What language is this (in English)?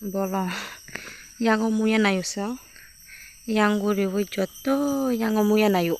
Kok Borok